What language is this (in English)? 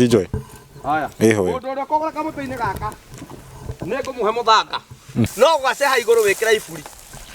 Kikuyu